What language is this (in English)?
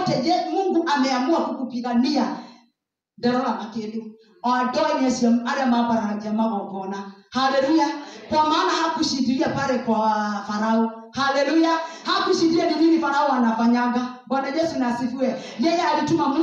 Swahili